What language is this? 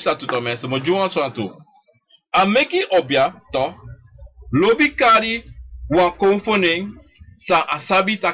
Sranan Tongo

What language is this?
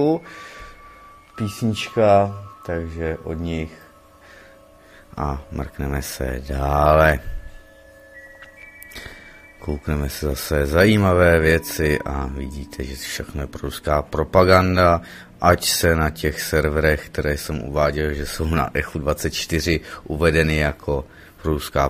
Czech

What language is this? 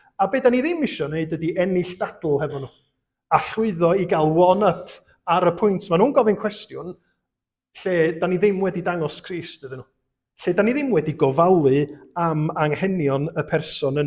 Welsh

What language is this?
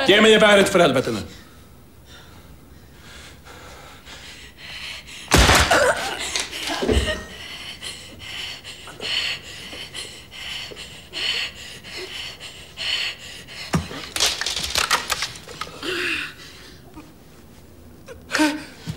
Swedish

